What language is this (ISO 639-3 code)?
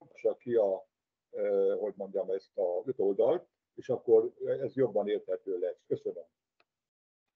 hun